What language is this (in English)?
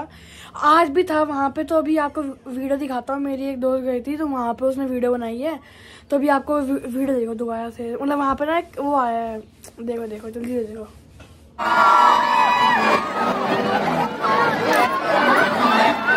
Hindi